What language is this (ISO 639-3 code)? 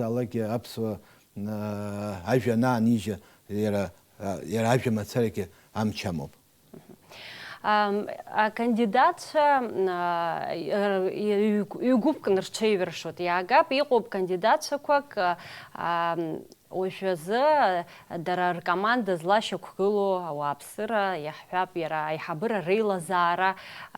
abk